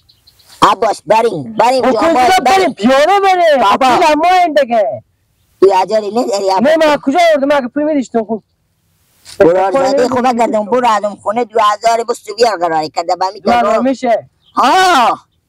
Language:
Persian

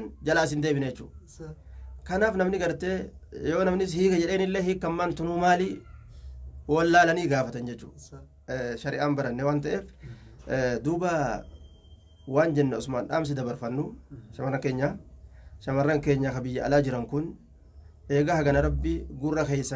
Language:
Oromo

